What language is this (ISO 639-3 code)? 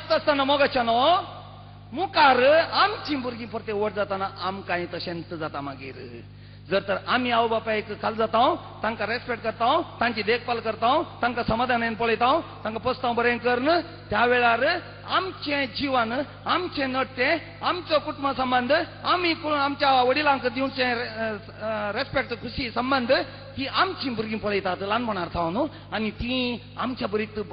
kok